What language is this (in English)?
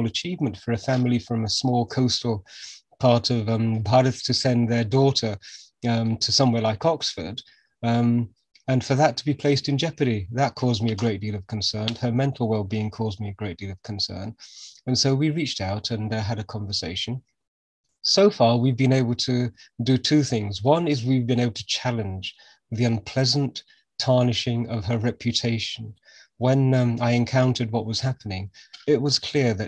English